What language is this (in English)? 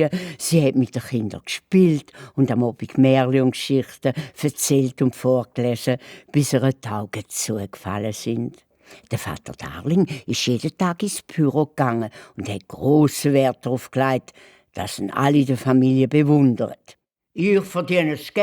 Swiss German